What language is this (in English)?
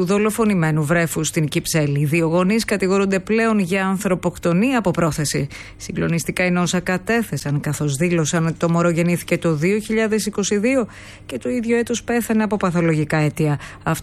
Greek